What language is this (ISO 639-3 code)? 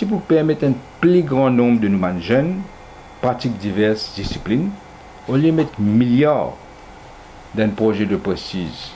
mfe